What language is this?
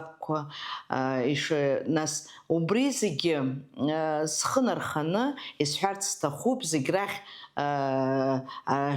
Abkhazian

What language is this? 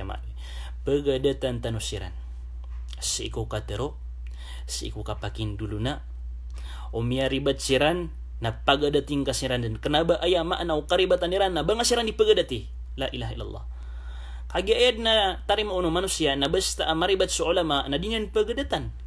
Maranao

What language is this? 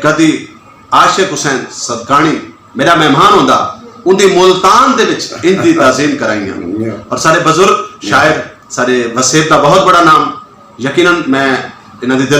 Saraiki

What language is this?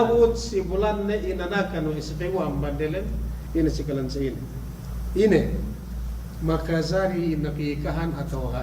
Yakan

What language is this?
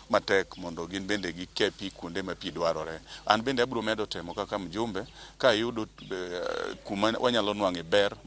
Luo (Kenya and Tanzania)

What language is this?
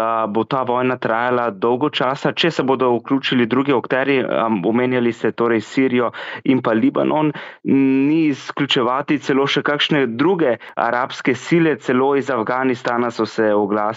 Slovenian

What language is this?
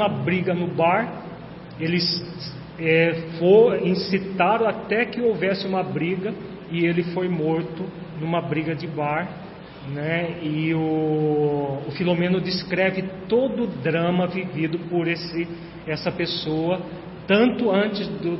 Portuguese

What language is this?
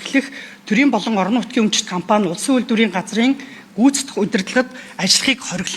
Mongolian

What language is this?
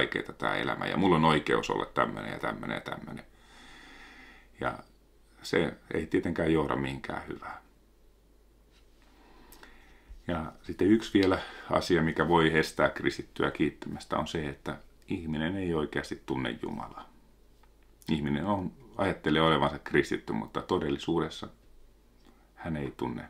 Finnish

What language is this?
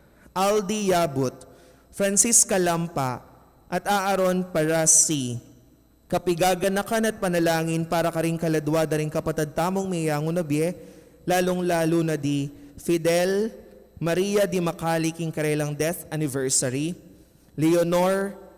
Pampanga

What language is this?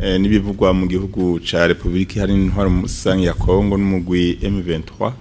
Rundi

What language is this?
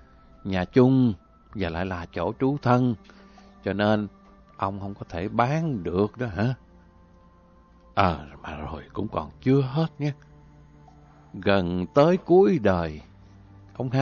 Vietnamese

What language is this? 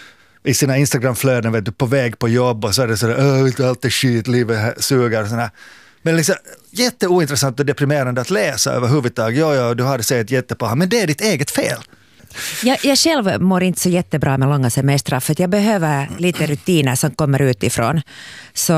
Swedish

